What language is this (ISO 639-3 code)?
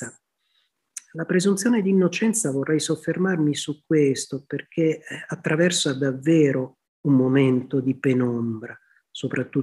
ita